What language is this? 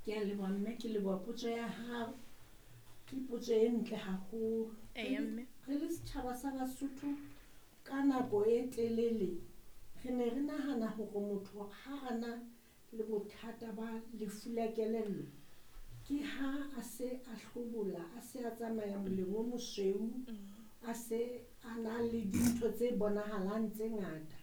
Southern Sotho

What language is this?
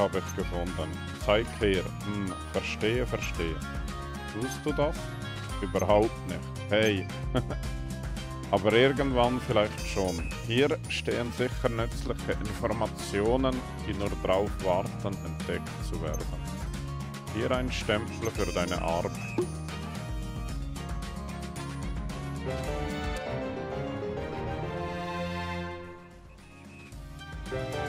German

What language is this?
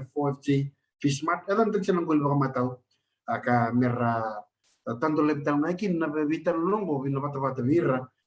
Fijian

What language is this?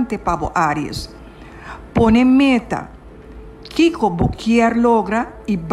Papiamento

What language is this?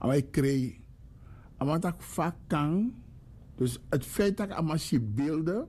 Sranan Tongo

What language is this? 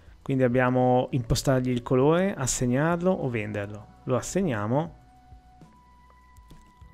Italian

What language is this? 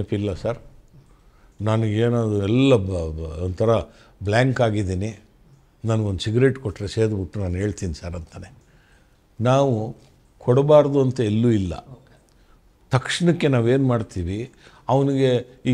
Kannada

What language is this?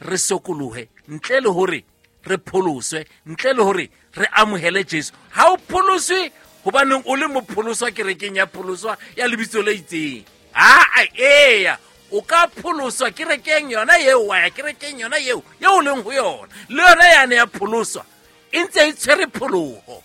Southern Sotho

